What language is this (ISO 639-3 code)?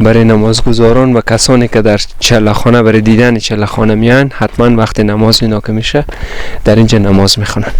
fas